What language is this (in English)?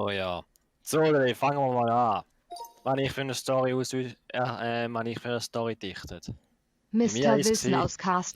Swiss German